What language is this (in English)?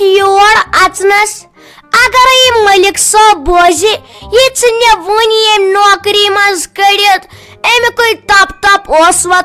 Kashmiri